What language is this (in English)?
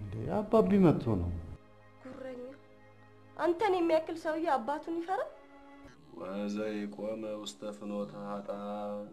Amharic